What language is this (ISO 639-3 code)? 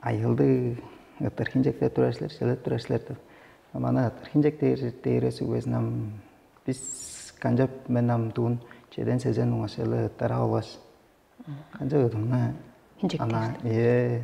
tyv